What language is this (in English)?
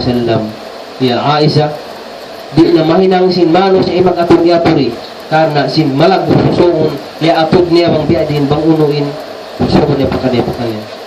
Tausug